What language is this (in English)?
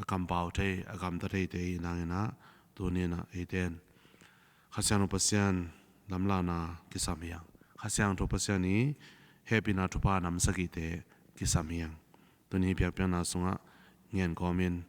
Tedim Chin